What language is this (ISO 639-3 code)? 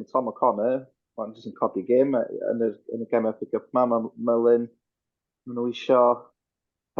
cym